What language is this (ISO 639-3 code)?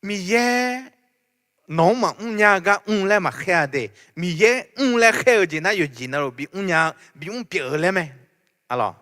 ahk